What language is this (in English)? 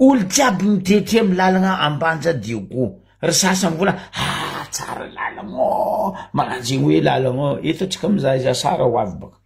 Malagasy